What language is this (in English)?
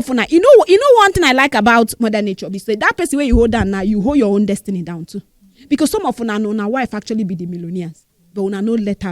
Nigerian Pidgin